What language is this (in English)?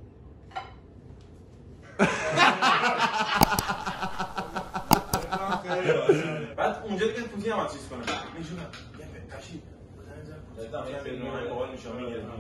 Persian